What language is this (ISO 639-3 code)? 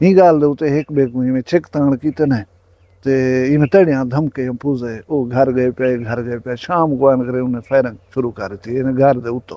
skr